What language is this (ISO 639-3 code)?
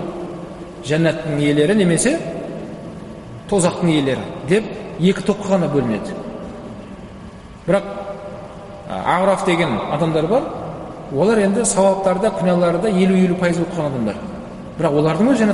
kaz